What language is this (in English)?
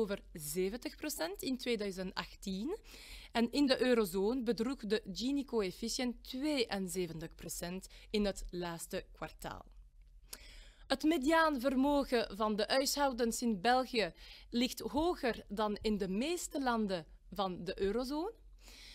Dutch